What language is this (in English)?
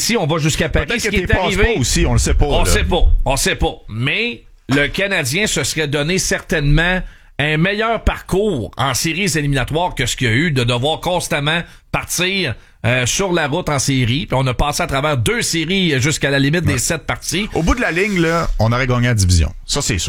French